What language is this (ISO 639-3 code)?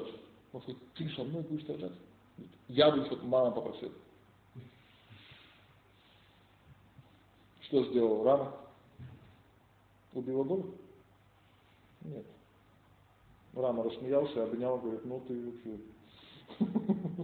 rus